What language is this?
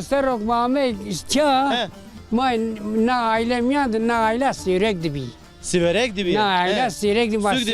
Zaza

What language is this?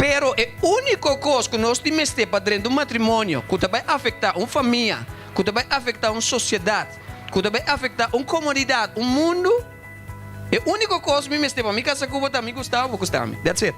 Papiamento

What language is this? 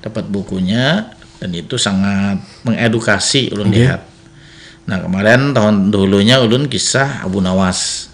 Banjar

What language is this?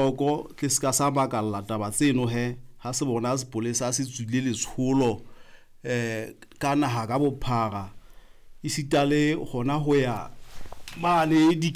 Southern Sotho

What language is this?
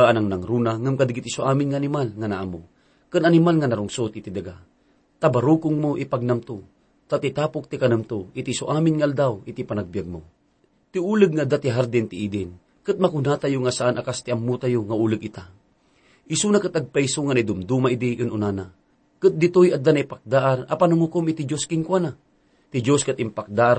Iloko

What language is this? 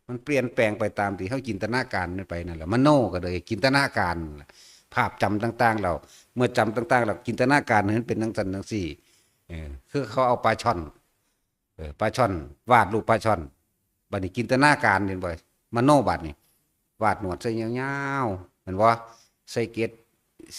Northeastern Thai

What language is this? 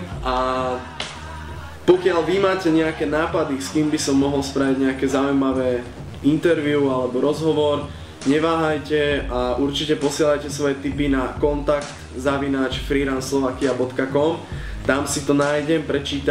Slovak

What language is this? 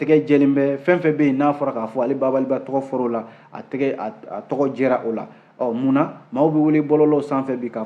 Bambara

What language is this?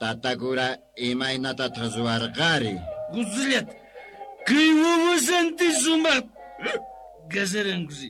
Quechua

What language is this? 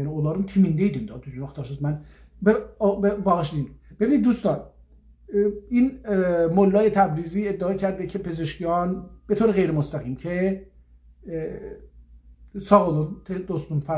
South Azerbaijani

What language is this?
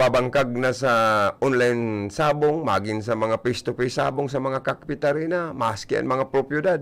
Bikol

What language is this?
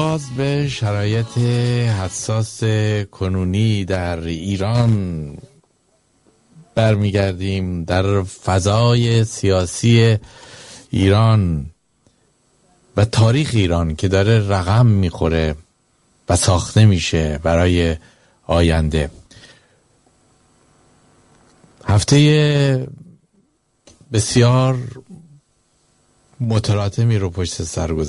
Persian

